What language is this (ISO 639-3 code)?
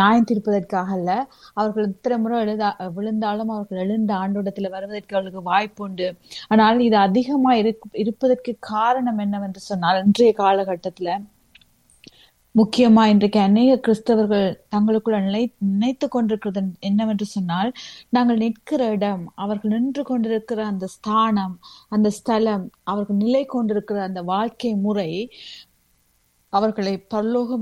tam